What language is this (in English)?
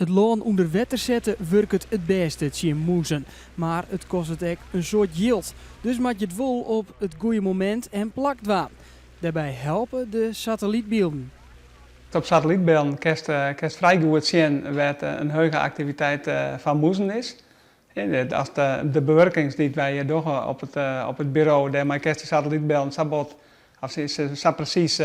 Western Frisian